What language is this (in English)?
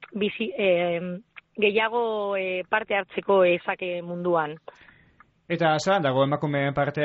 Basque